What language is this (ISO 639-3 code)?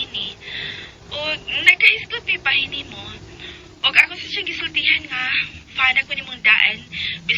ceb